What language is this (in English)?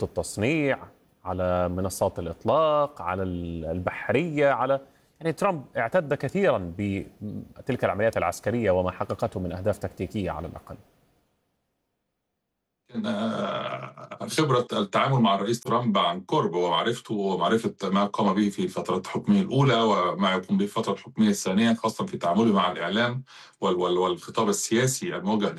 Arabic